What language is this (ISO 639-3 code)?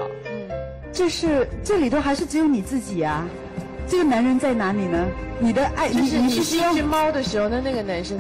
zho